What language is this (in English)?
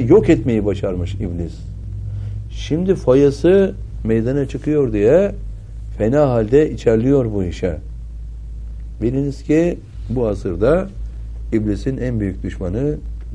Turkish